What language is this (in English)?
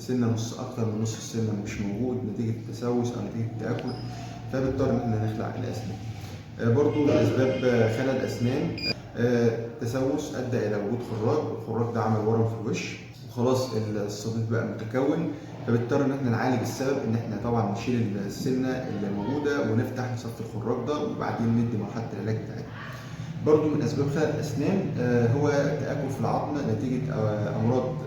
Egyptian Arabic